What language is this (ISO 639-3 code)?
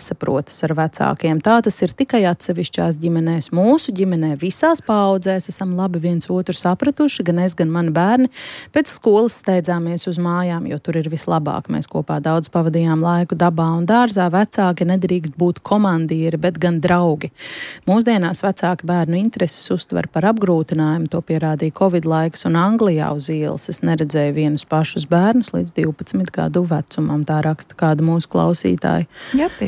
lav